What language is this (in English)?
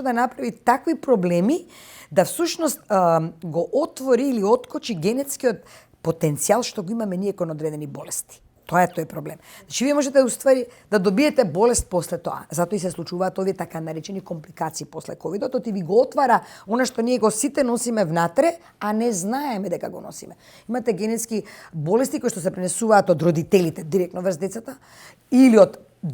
Macedonian